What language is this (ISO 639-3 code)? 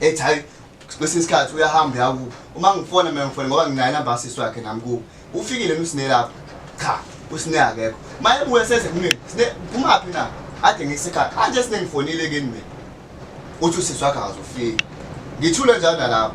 zul